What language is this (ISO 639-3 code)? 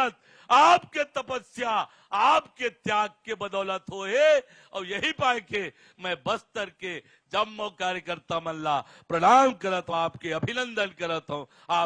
hne